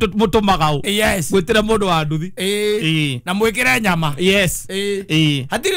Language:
Kikuyu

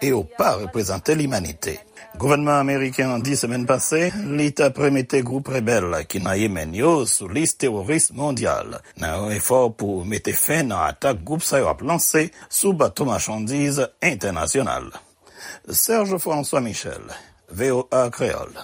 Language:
Haitian Creole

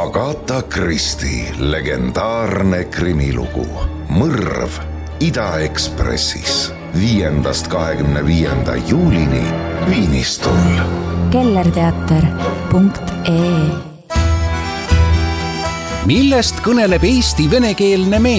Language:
Estonian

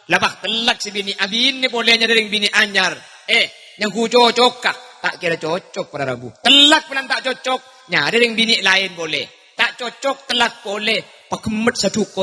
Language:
Madurese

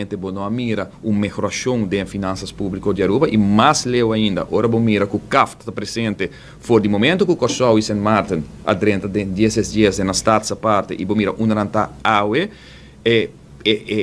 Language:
Papiamento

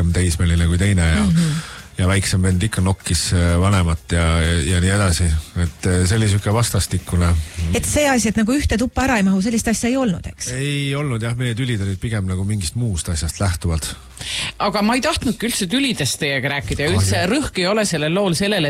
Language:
Estonian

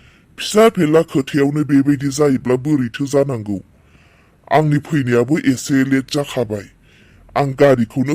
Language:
Bodo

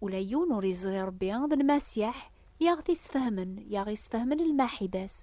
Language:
Kabyle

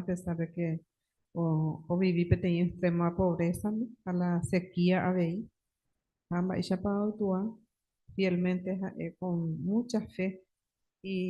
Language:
Guarani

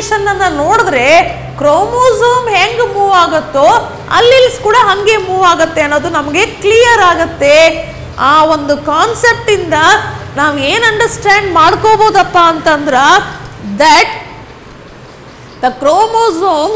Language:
Kannada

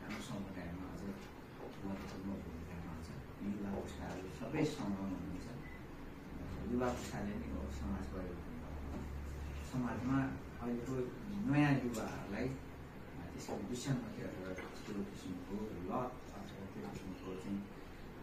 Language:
Nepali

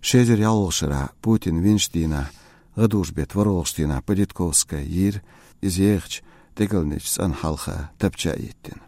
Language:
Chechen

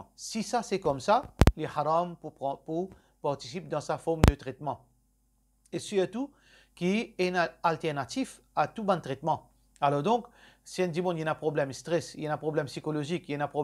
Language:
Morisyen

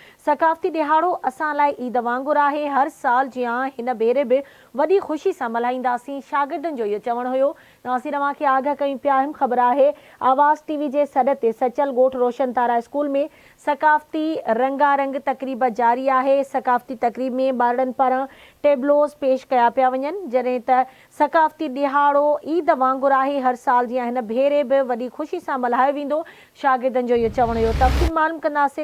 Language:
Sindhi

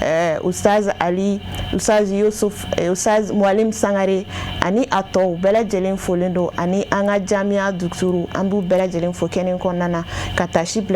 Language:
Bambara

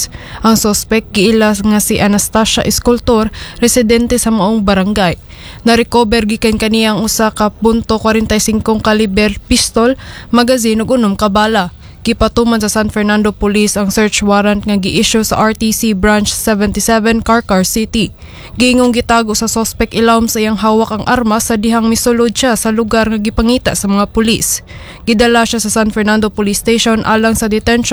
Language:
Cebuano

